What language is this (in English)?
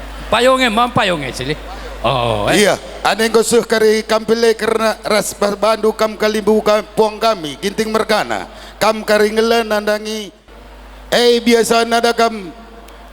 Batak Karo